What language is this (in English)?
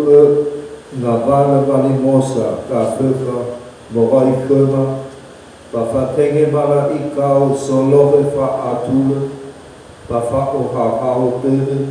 Nias